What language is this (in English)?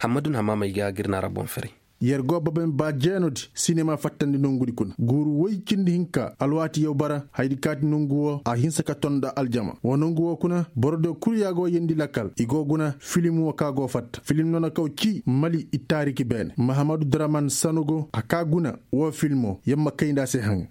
Koyraboro Senni